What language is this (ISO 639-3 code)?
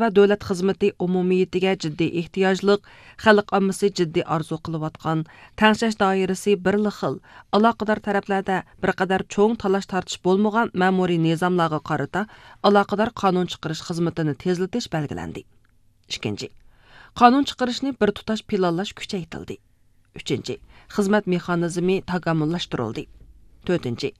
uig